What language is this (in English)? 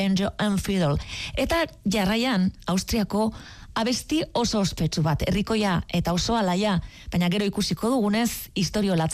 Basque